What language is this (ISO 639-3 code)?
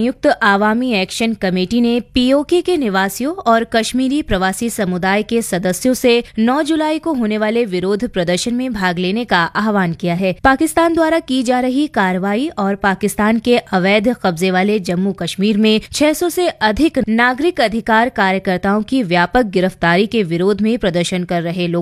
hin